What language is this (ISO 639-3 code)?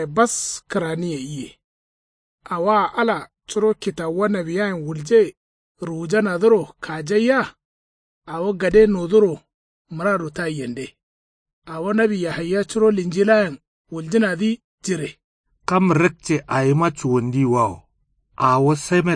kau